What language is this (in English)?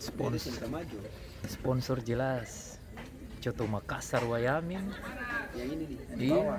Ambonese Malay